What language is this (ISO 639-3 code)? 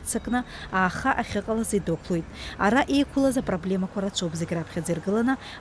abk